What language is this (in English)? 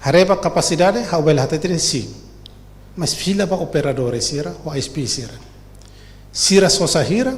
Tetum